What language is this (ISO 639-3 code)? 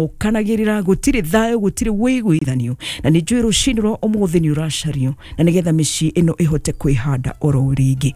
kik